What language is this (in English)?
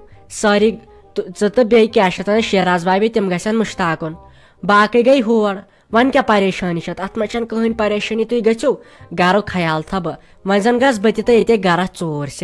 Kashmiri